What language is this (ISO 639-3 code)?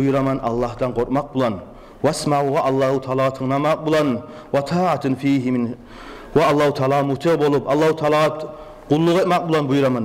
kum